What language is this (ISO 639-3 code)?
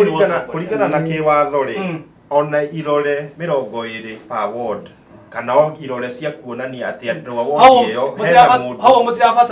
kik